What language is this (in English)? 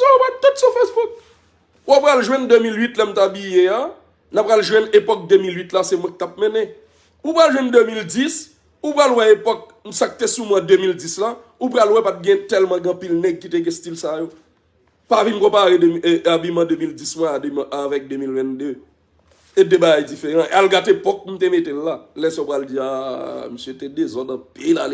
Haitian Creole